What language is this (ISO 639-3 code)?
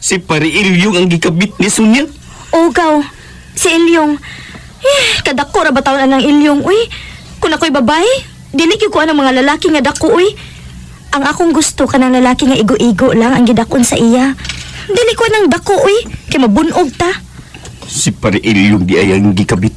ceb